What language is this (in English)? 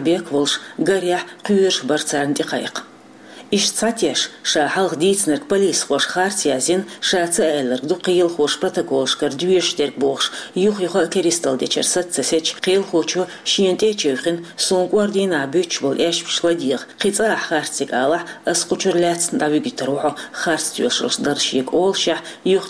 Chechen